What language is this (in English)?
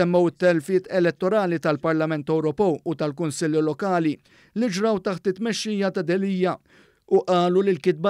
Maltese